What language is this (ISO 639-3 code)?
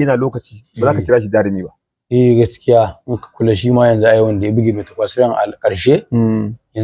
hau